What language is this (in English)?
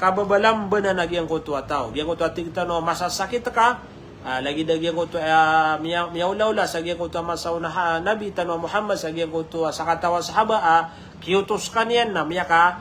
Maranao